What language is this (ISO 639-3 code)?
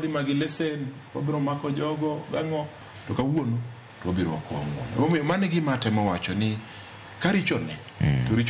luo